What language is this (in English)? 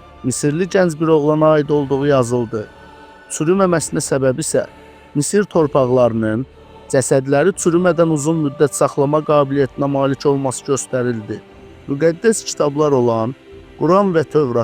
Azerbaijani